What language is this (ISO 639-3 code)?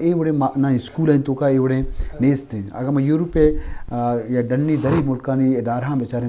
bgp